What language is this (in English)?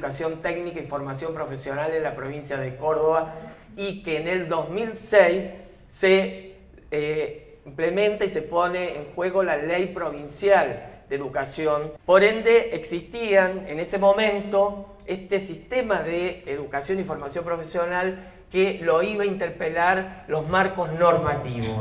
Spanish